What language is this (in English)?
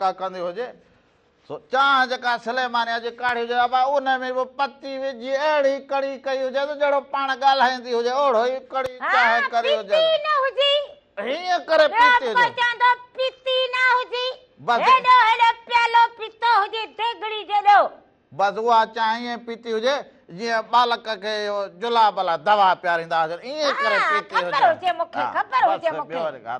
Sindhi